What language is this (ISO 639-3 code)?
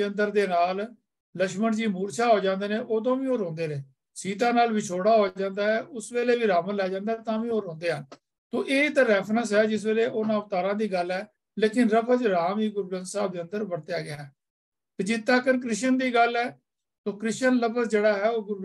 pan